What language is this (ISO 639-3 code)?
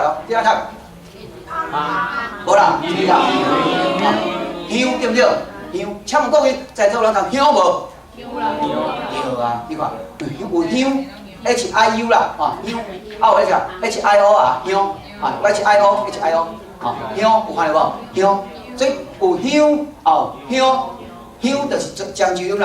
nan